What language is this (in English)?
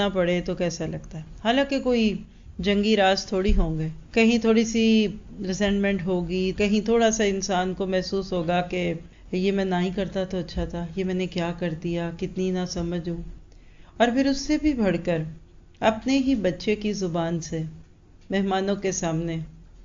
Urdu